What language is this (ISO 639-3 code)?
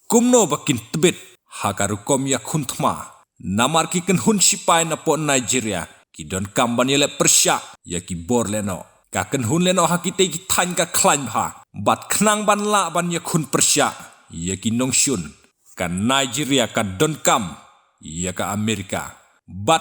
kha